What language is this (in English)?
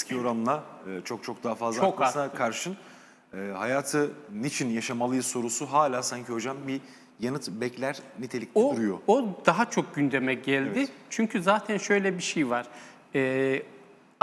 Turkish